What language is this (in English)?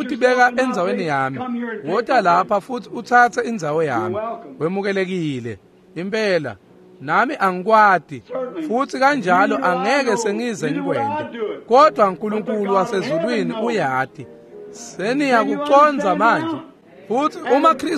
Swati